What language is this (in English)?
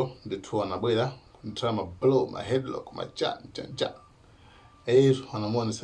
Nyanja